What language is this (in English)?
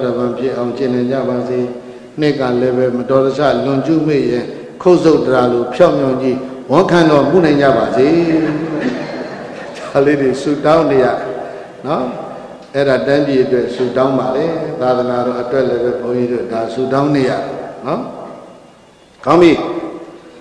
Burmese